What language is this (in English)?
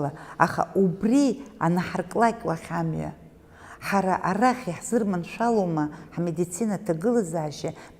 Abkhazian